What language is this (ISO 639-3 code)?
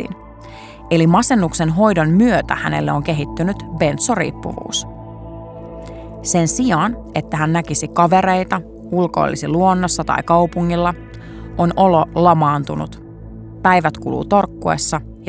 fin